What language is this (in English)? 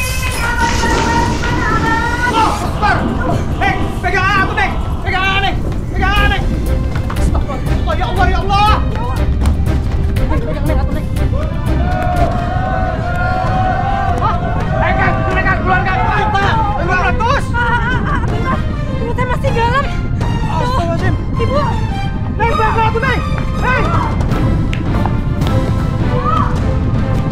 Indonesian